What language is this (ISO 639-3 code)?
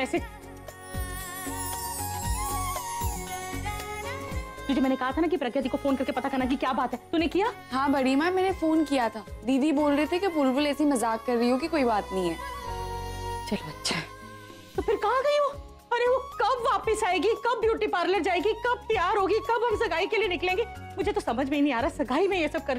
hin